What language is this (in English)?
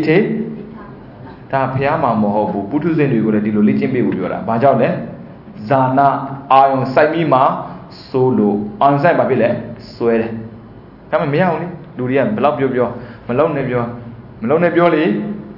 Burmese